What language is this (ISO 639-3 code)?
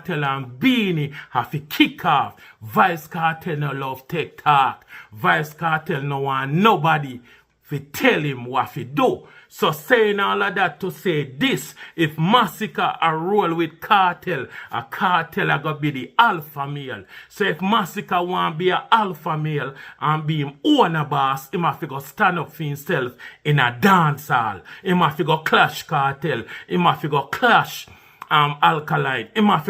jam